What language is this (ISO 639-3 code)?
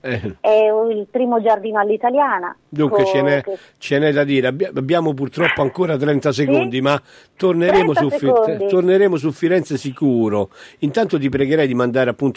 ita